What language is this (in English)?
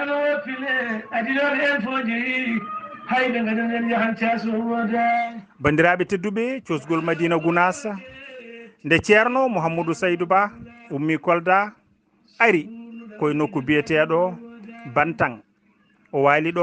Fula